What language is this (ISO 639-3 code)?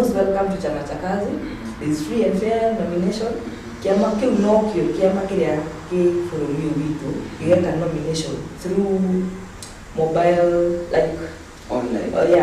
kik